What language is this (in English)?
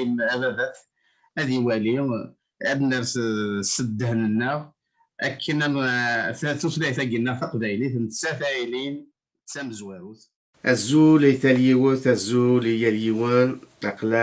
Kabyle